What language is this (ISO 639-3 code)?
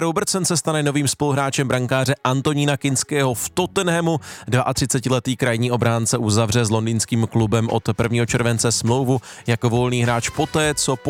ces